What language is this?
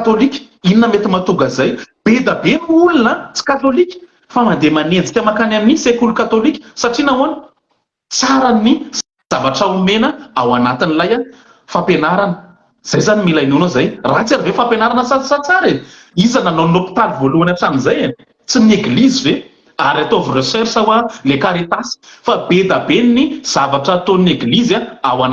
Malagasy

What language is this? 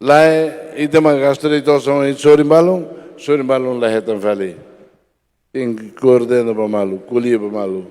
Tetum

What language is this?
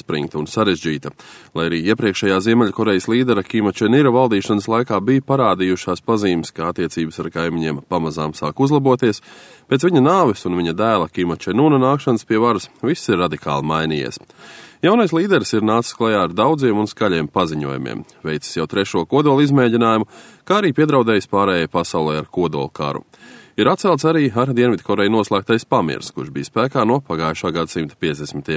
Latvian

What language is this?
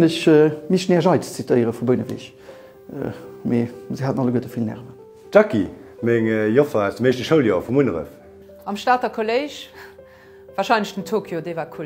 Luxembourgish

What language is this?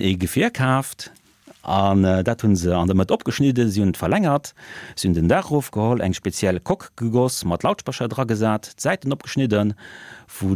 Luxembourgish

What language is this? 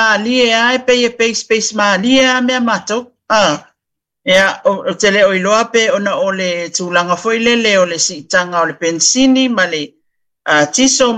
Samoan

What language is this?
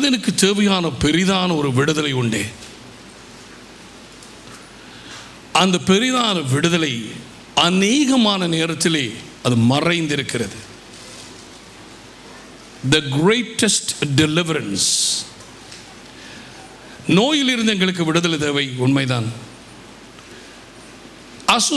Tamil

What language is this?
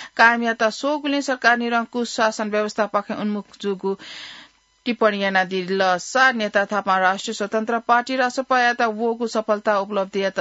Newari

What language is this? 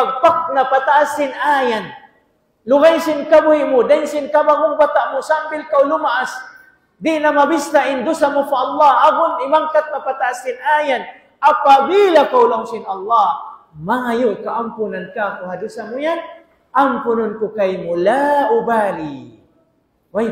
Tausug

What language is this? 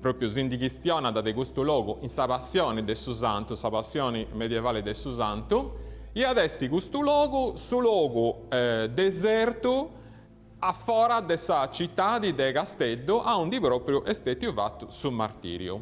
Sardinian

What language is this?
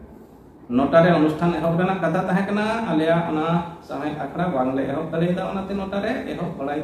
Santali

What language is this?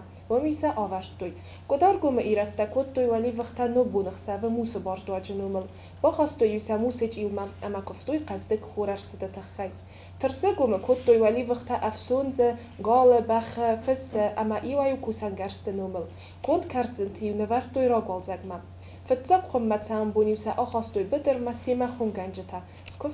Ossetic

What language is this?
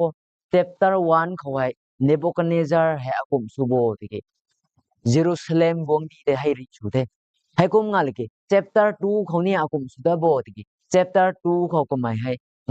Rongmei Naga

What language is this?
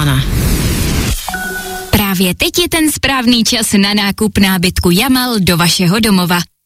Czech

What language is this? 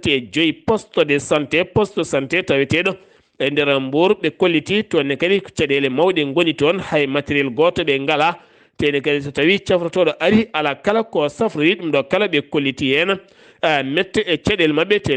Fula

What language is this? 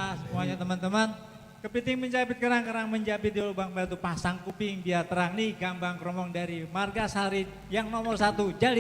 Betawi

